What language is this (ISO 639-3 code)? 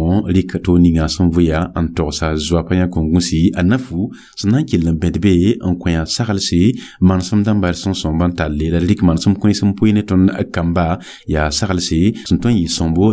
mos